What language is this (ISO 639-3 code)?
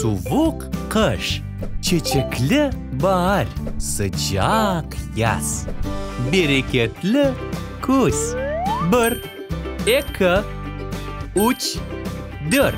crh